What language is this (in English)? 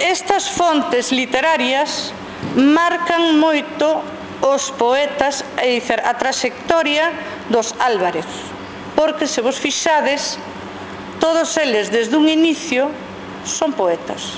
Galician